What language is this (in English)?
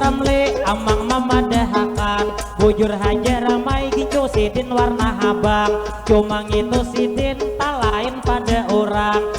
Banjar